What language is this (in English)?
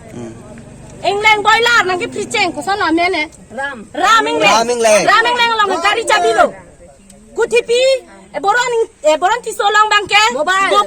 Karbi